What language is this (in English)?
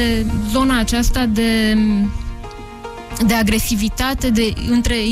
Romanian